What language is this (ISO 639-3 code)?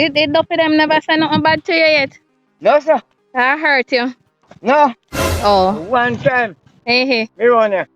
jam